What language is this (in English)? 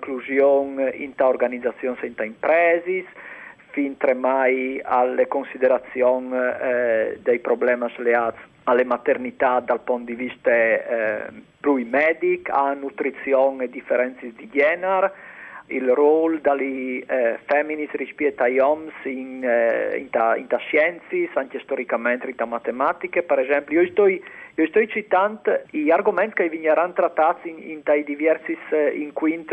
Friulian